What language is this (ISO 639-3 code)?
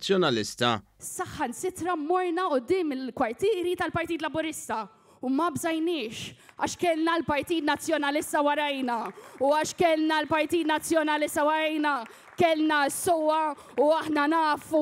mlt